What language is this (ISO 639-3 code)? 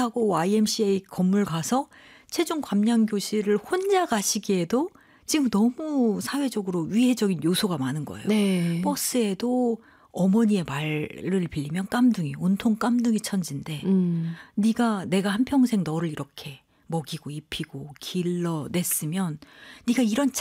kor